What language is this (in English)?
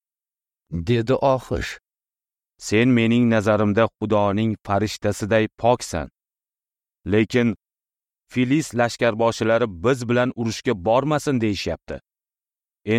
Uzbek